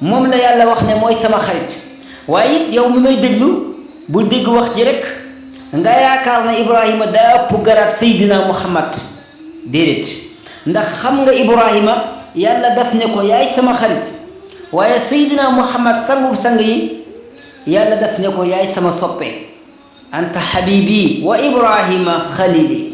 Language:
Wolof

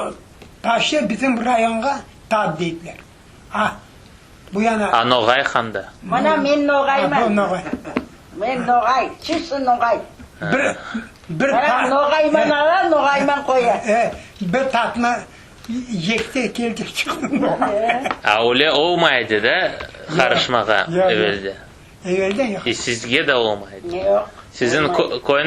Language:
Crimean Tatar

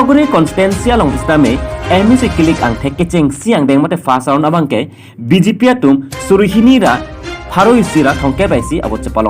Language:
Karbi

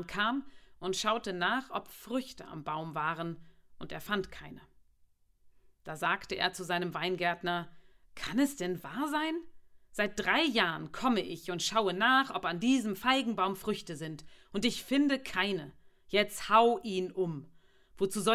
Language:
German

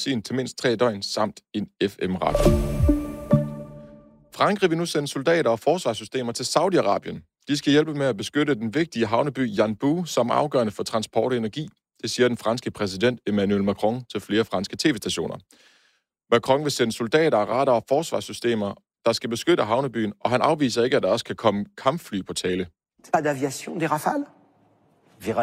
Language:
Danish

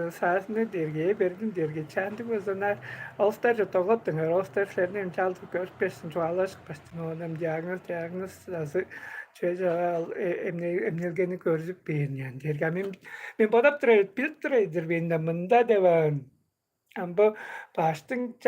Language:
Tuvinian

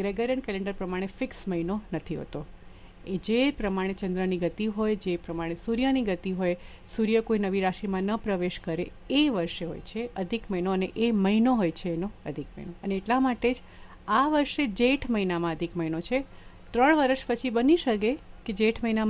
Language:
Gujarati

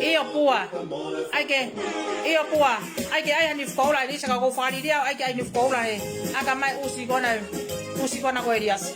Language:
Tongan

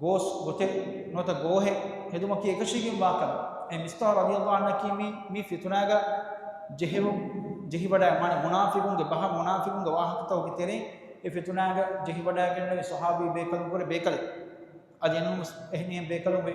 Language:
Divehi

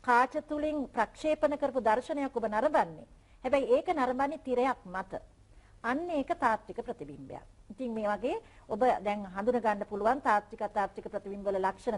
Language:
Sinhala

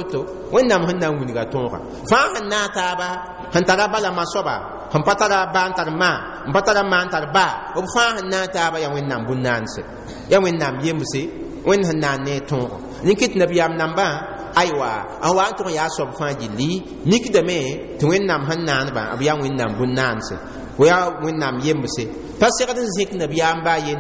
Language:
Mossi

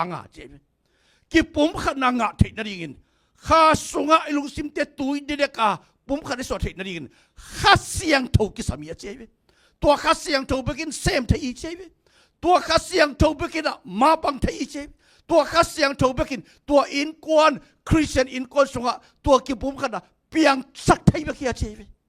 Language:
Tedim Chin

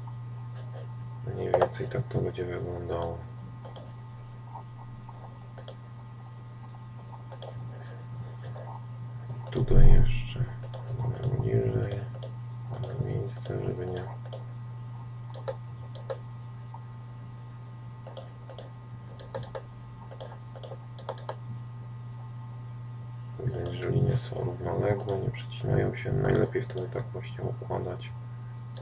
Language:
Polish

